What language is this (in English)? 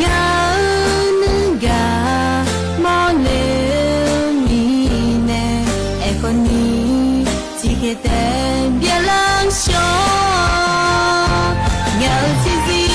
Akha